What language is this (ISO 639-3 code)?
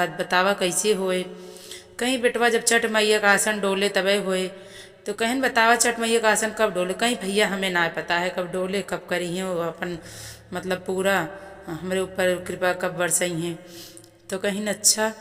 awa